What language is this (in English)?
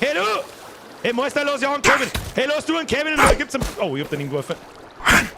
Bavarian